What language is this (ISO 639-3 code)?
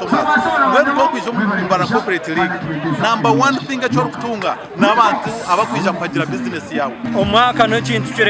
nyn